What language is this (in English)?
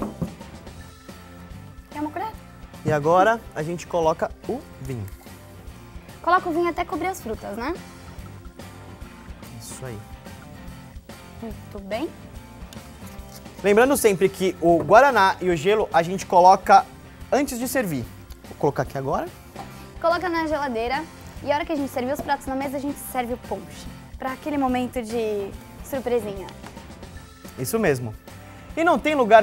Portuguese